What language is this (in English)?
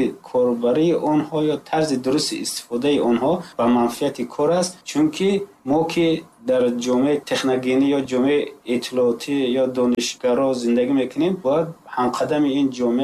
Tajik